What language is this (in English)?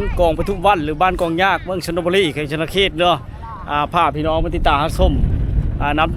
Lao